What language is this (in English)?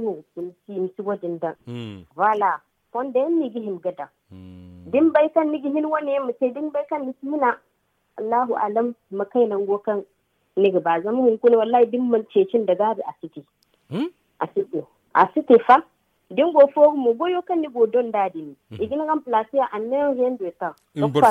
Zarma